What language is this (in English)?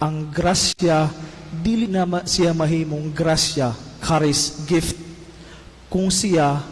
Cebuano